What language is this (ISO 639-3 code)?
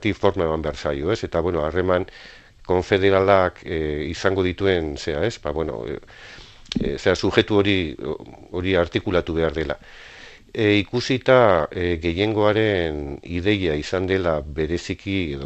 eus